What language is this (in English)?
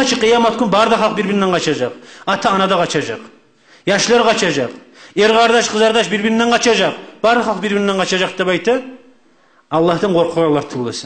Kumyk